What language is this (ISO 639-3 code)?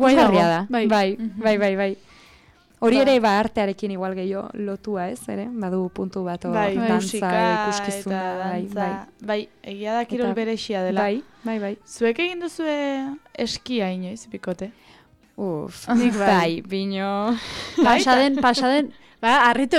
eus